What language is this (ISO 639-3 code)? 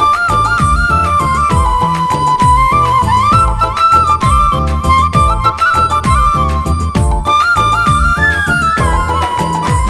mal